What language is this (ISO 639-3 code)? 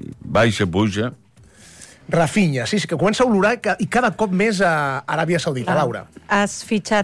cat